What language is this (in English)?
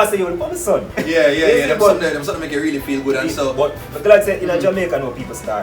Jamaican Creole English